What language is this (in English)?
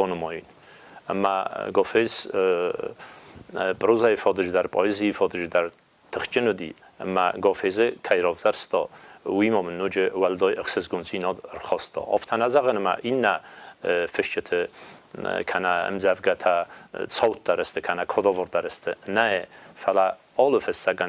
Ossetic